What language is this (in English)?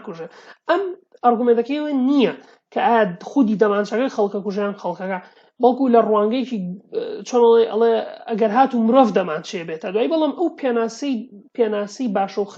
Central Kurdish